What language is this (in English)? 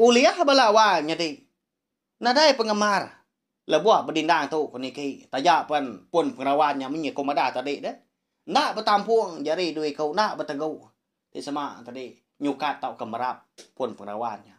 Iban